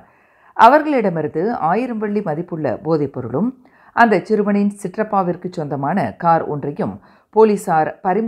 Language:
Tamil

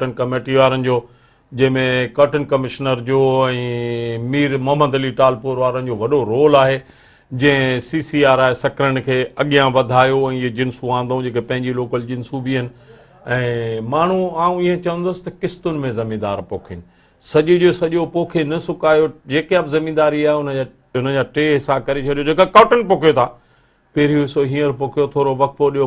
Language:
Sindhi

